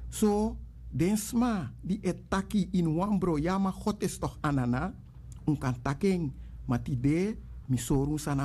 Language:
Sranan Tongo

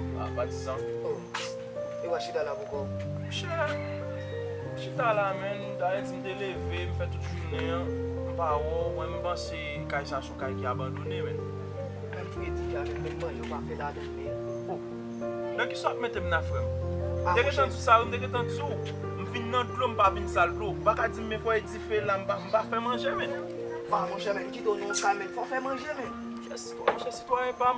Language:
Haitian Creole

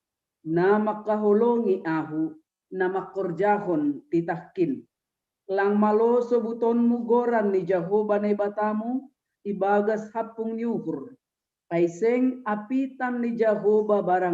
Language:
Batak Simalungun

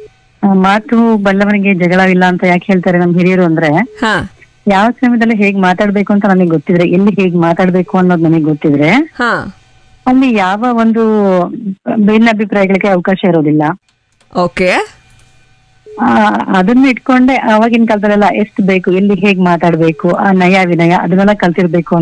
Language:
Kannada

